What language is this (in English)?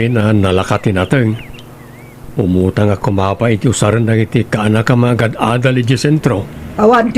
Iloko